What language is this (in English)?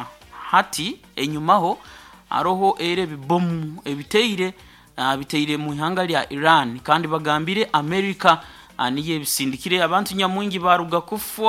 Nyoro